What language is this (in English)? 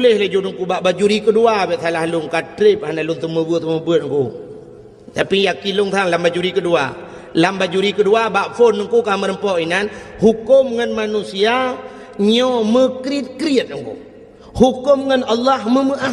Achinese